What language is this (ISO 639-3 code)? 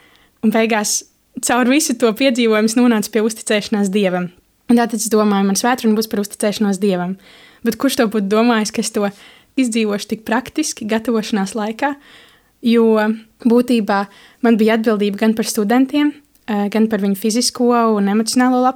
lav